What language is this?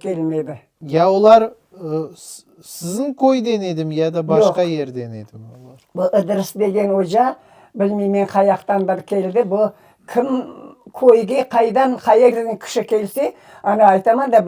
Crimean Tatar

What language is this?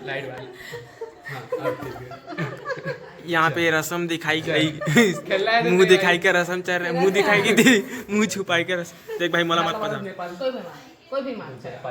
Chhattisgarhi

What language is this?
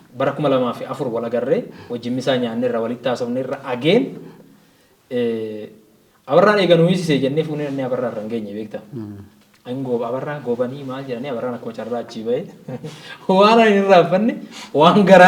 Oromo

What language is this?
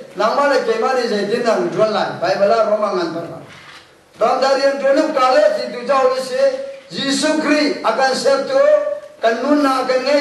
Hakha Chin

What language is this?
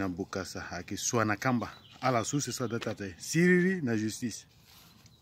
Sango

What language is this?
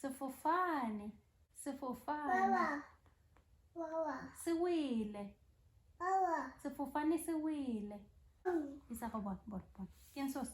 Tswana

